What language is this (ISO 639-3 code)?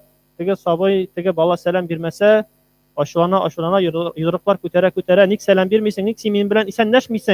tat